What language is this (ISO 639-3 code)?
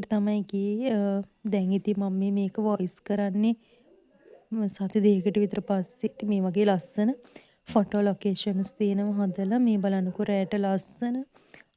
sin